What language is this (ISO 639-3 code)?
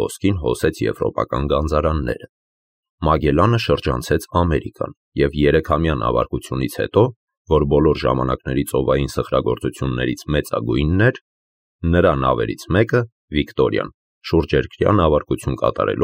hye